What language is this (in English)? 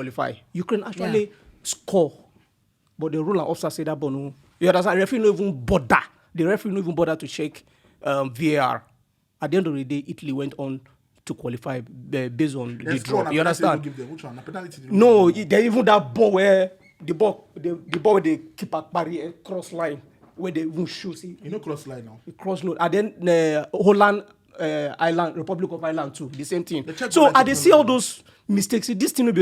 Nigerian Pidgin